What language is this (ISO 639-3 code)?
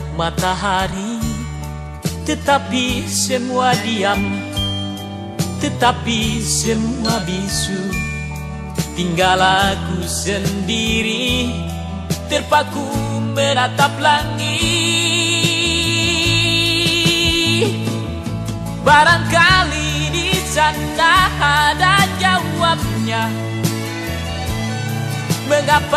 ind